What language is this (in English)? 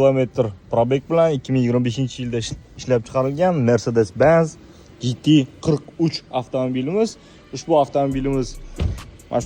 Uzbek